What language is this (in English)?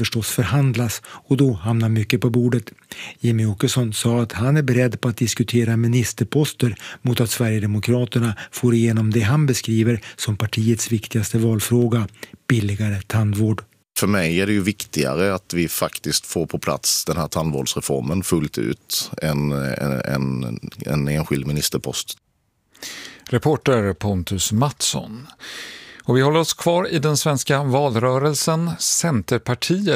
Swedish